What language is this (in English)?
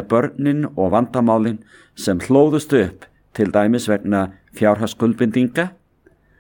Icelandic